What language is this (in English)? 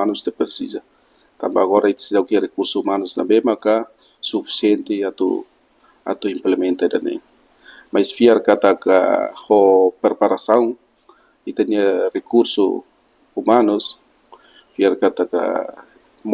Tetum